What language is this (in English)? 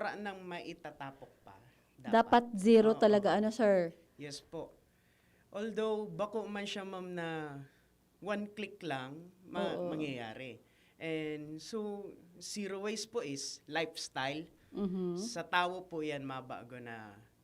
Bikol